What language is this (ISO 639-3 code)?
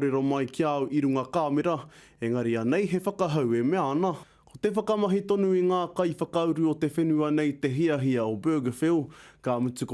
mri